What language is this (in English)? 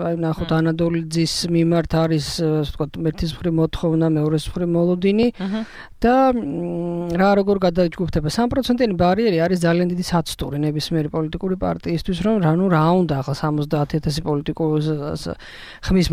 Georgian